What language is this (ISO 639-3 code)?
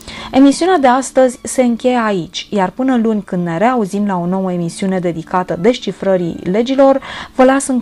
ron